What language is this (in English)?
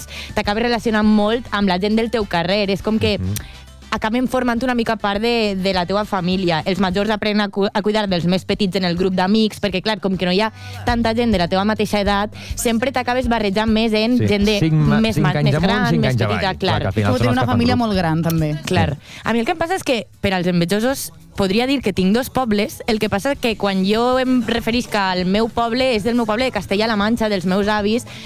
Catalan